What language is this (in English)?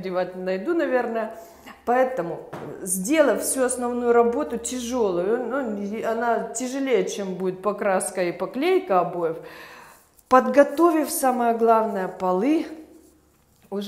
Russian